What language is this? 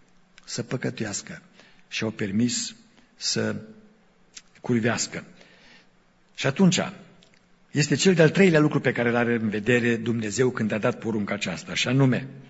Romanian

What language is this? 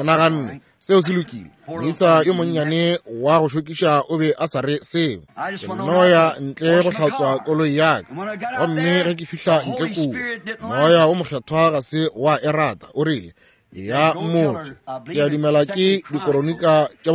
Northern Sotho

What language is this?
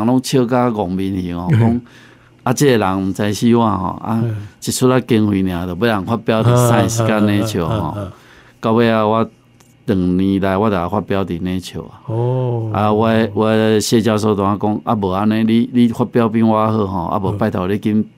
Min Nan Chinese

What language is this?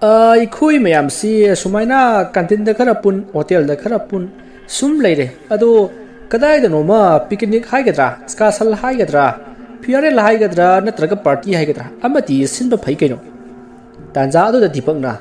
Manipuri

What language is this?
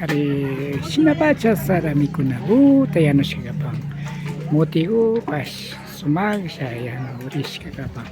Imbabura Highland Quichua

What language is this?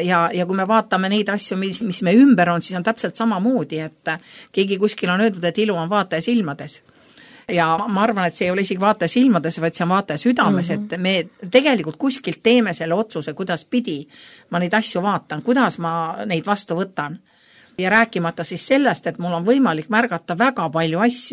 Estonian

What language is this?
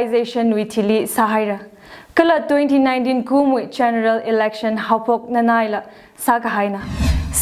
Tangkhul Naga (India)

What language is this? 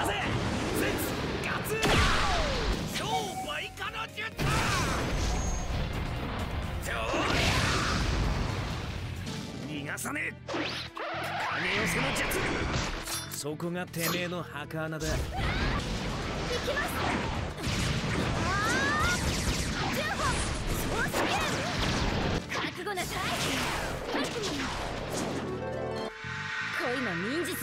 Japanese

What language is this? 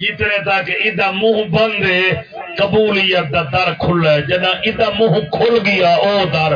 Saraiki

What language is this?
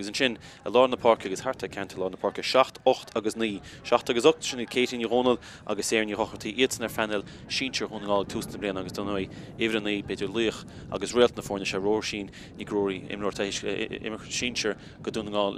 Irish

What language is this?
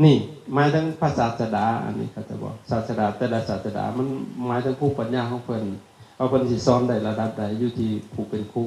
Lao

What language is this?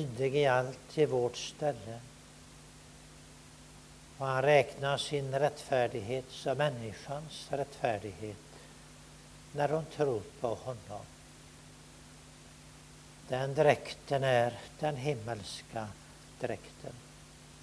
Swedish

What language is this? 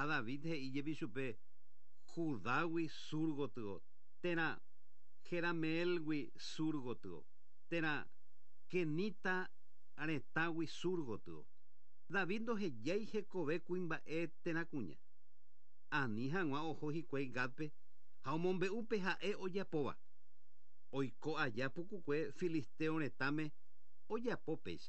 Guarani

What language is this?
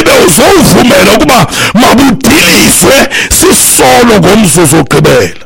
Xhosa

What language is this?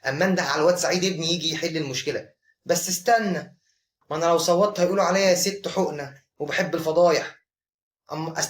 Egyptian Arabic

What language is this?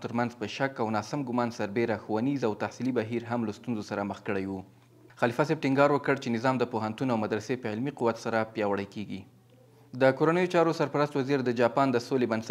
Pashto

